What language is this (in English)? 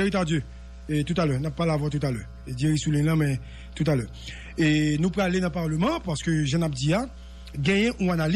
Haitian Creole